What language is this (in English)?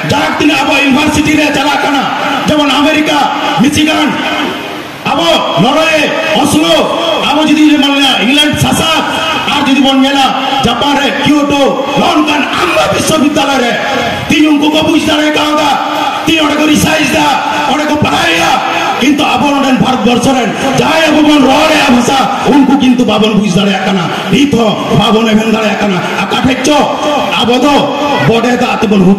Santali